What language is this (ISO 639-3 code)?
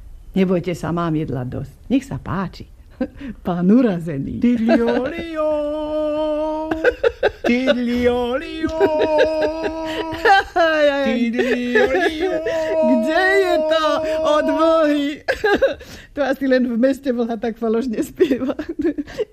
slk